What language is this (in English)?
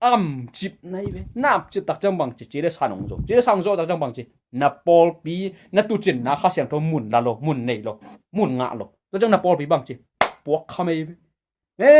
Tedim Chin